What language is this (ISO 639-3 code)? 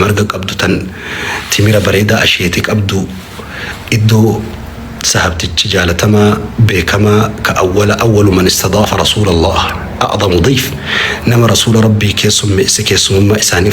orm